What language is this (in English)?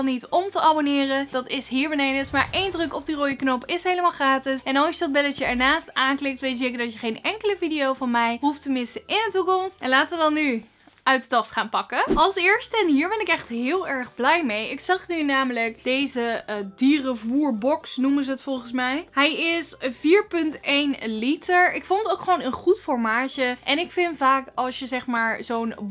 Dutch